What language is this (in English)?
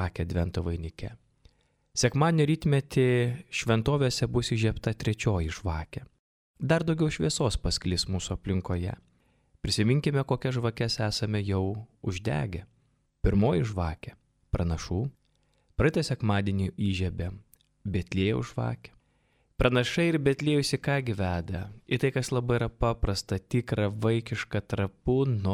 Lithuanian